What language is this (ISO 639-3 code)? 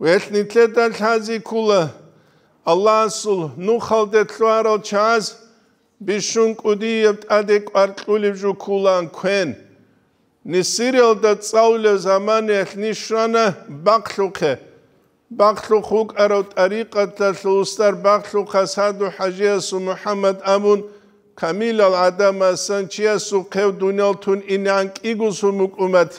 ava